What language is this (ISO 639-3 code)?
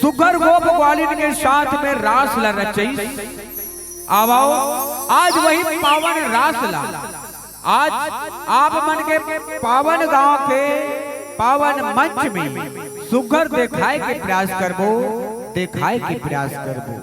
hne